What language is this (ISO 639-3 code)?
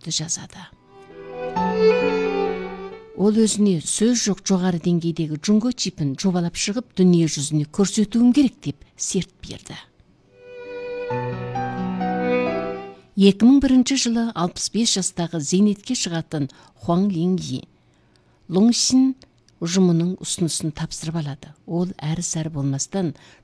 kaz